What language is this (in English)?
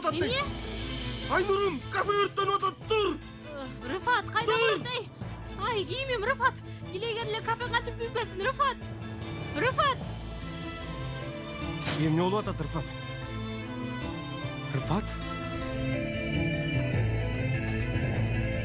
Kyrgyz